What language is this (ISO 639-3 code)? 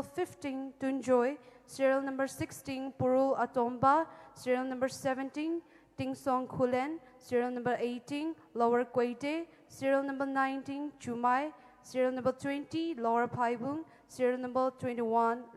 pmx